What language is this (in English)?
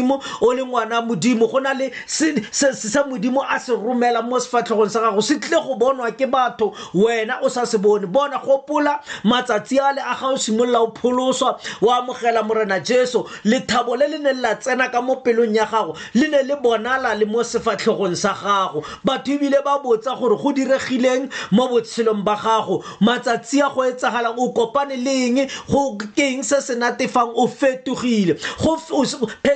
Tswana